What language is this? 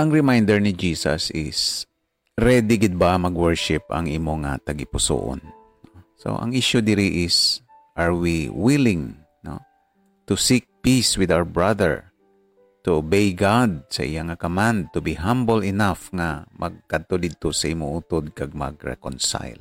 Hiligaynon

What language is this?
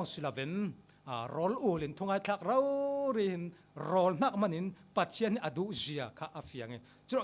Falam Chin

